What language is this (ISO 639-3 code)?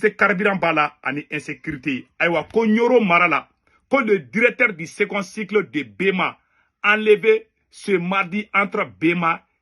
bam